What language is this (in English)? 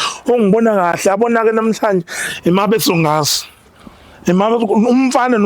Zulu